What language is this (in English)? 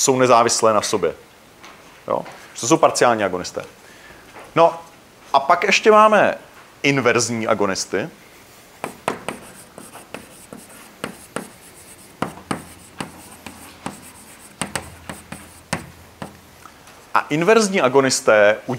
Czech